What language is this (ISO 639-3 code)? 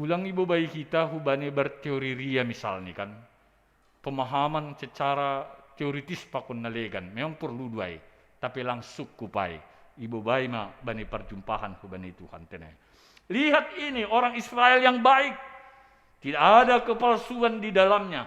bts